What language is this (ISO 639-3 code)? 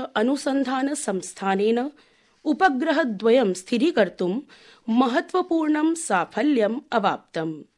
san